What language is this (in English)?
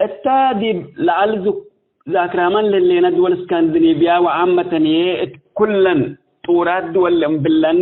Tigre